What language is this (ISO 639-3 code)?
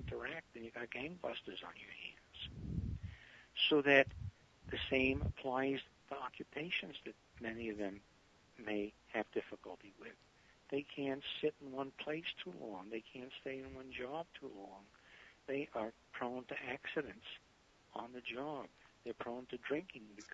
eng